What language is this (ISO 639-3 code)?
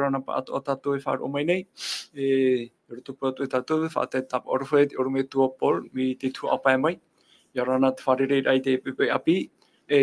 tah